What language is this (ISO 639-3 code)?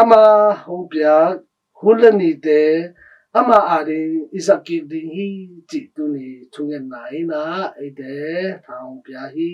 ctd